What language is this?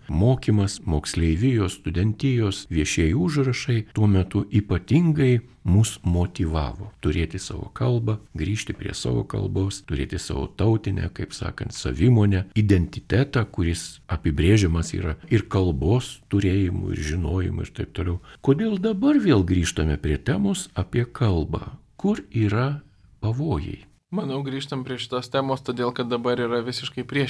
Lithuanian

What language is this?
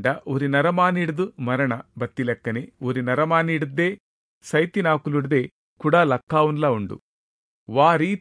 Tulu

